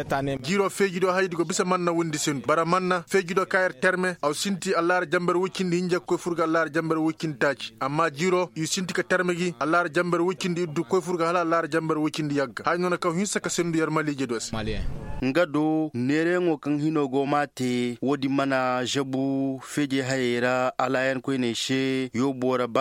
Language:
Koyraboro Senni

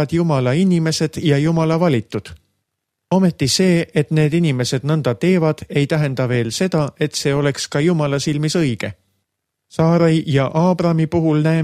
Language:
Estonian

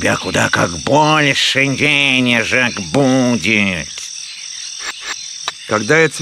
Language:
Russian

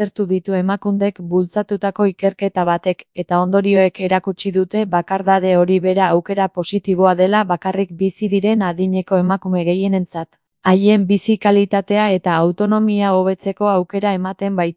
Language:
Basque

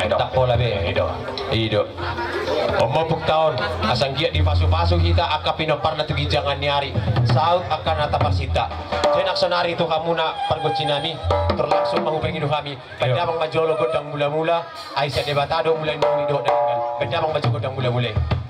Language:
Batak Toba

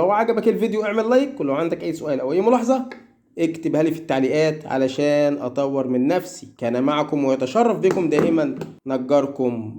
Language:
Egyptian Arabic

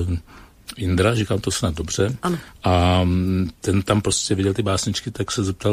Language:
Czech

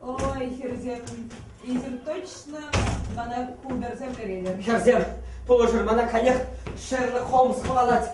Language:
Chuvash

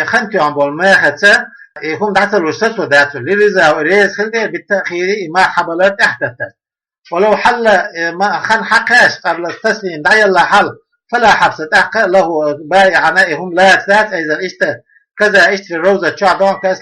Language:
Chechen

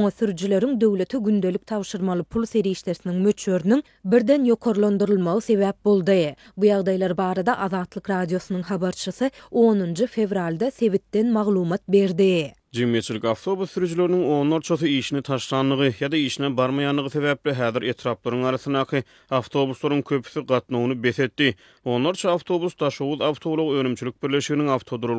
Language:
Turkmen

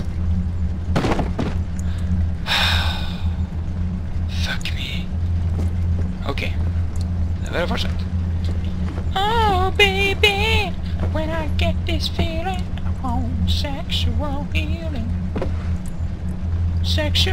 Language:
Norwegian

